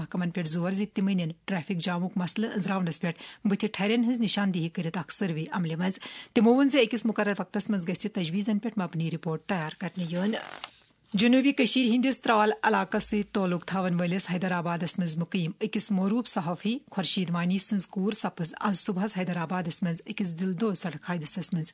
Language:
Kashmiri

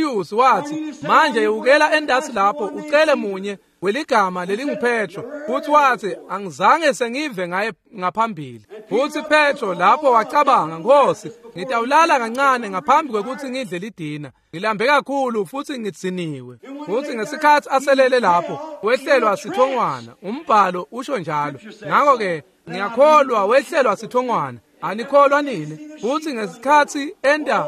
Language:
Swati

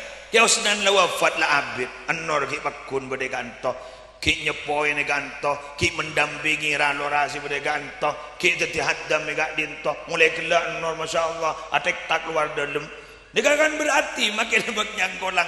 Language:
Madurese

